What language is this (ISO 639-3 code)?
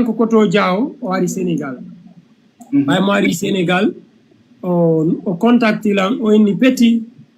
ful